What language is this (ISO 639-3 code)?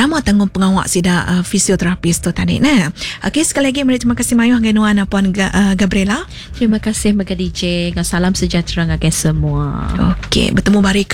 iba